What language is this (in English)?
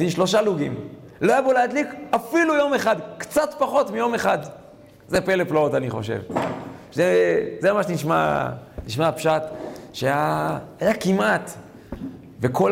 Hebrew